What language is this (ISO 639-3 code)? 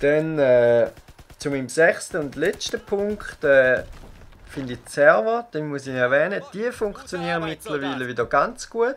gsw